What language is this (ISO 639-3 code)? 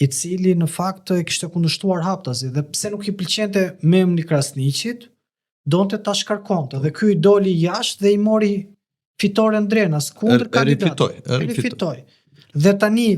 sqi